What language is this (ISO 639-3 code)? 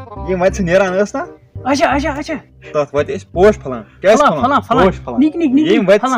kas